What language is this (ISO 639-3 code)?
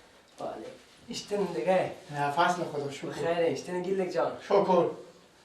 fas